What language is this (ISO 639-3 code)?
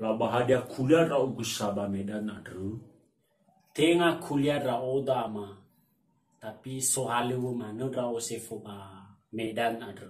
nia